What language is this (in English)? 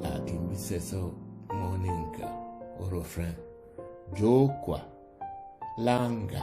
Duala